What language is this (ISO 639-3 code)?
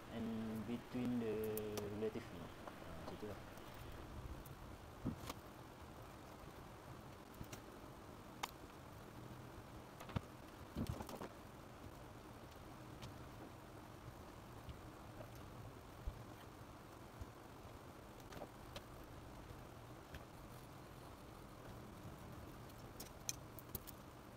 msa